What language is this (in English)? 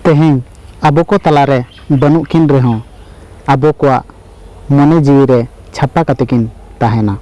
Santali